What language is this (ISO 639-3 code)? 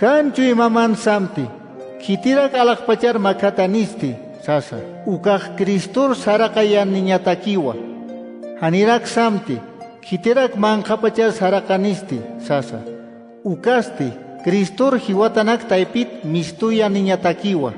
aym